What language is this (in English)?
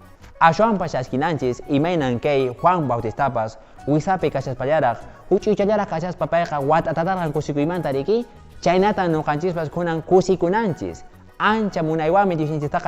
Quechua